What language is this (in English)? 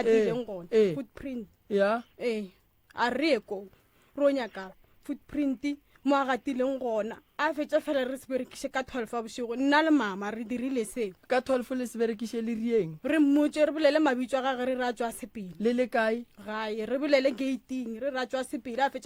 Northern Sotho